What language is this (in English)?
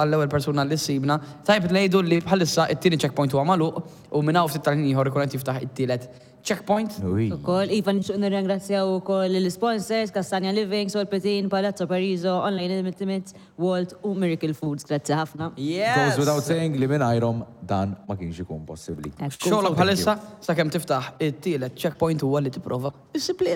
Maltese